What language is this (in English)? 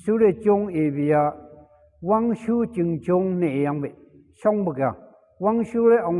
Phom Naga